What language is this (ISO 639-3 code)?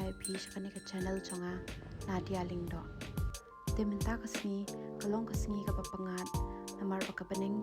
kha